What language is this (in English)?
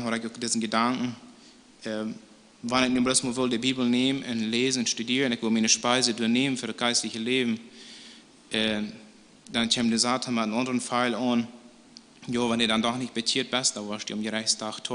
Plautdietsch